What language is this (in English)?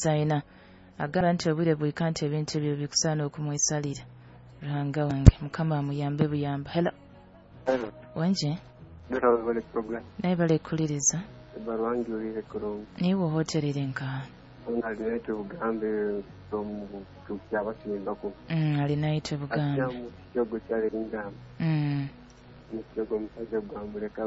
Nyoro